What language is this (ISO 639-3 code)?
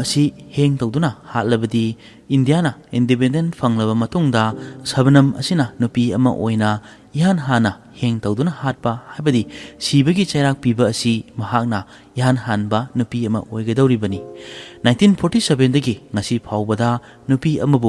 mni